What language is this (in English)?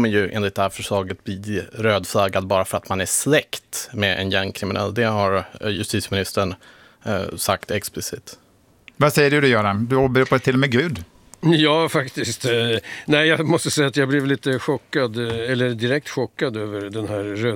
Swedish